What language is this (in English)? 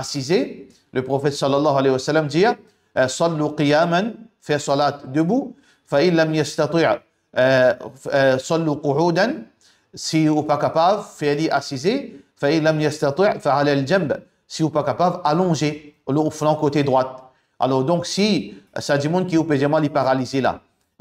Morisyen